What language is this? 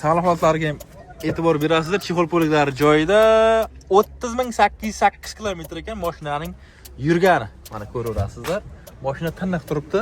Uzbek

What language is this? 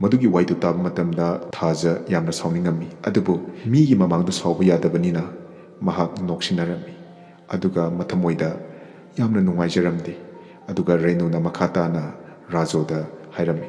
Manipuri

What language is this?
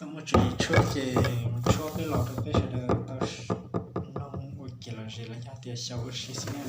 Hmong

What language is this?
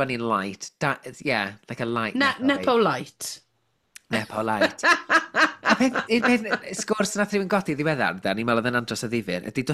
Welsh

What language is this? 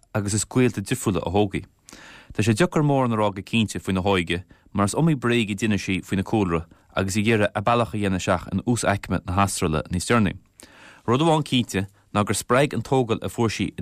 Irish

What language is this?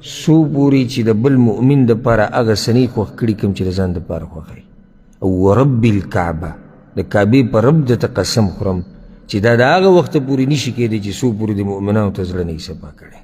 Pashto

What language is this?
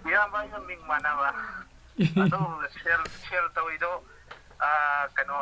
Manipuri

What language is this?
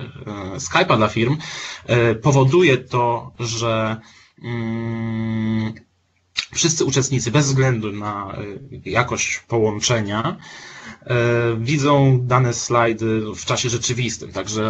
Polish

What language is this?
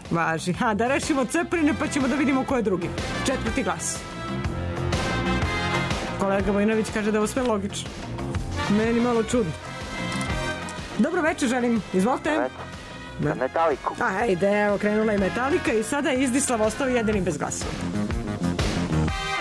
Serbian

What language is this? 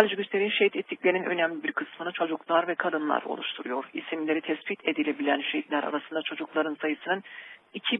Turkish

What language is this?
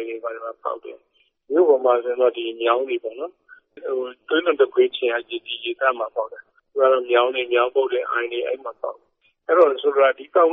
Burmese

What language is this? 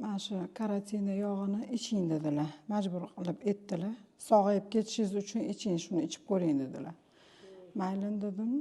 Uzbek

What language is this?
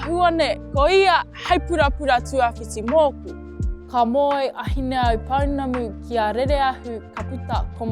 Māori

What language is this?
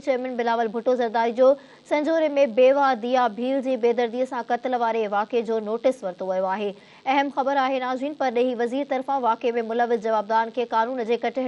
Sindhi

